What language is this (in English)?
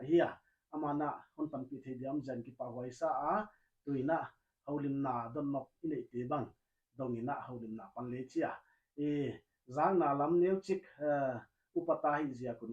Paite Chin